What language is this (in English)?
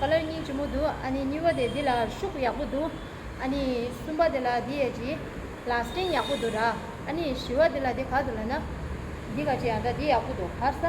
Tibetan